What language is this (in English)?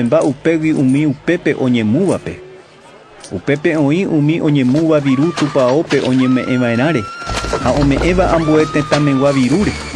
Guarani